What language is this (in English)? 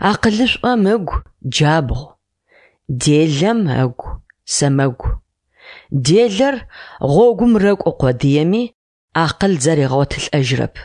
Adyghe